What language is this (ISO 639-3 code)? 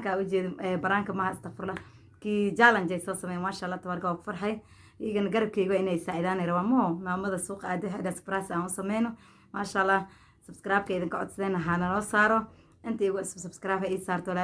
som